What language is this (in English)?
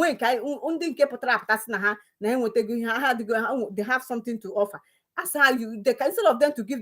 Igbo